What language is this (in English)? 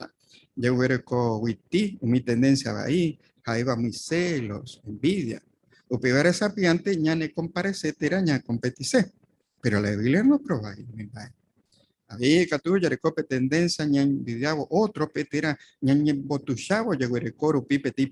Guarani